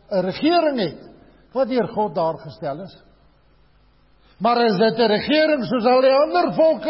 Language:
Afrikaans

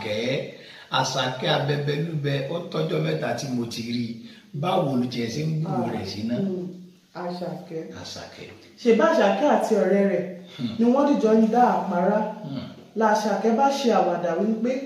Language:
Yoruba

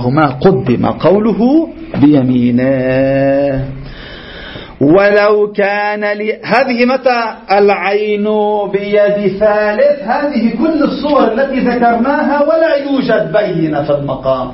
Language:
Arabic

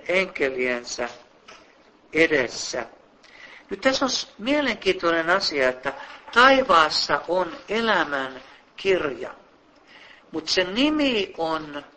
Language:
Finnish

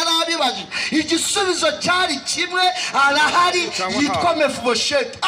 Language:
Kinyarwanda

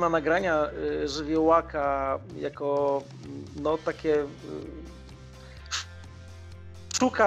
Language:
Polish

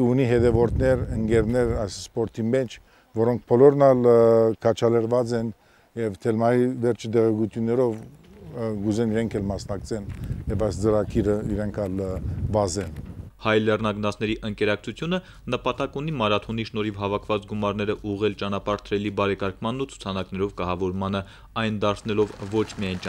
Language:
Armenian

